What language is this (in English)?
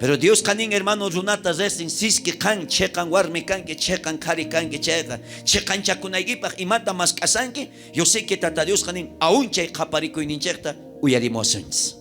South Bolivian Quechua